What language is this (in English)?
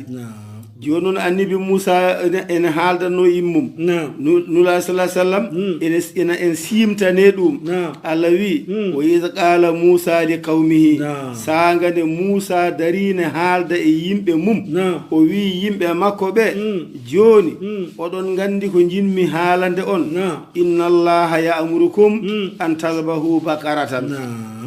Fula